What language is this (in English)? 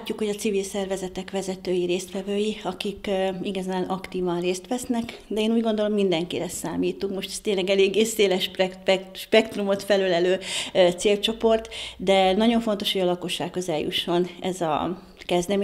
Hungarian